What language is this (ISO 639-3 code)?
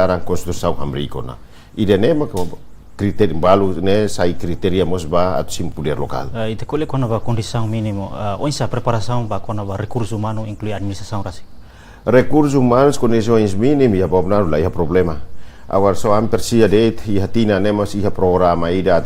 tet